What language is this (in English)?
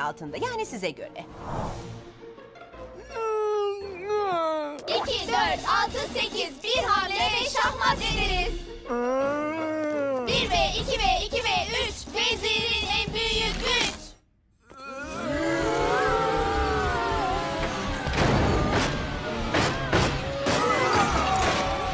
Turkish